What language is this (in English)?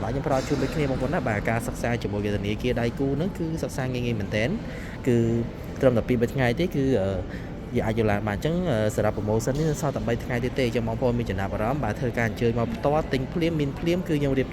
Khmer